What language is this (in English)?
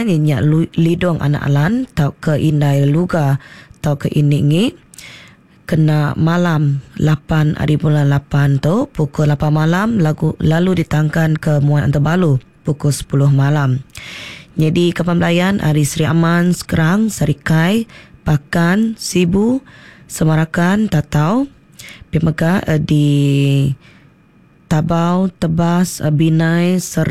Iban